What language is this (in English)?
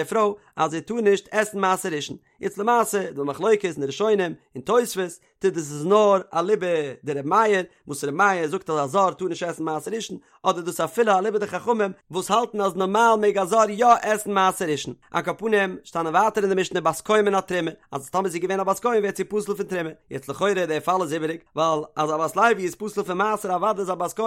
Yiddish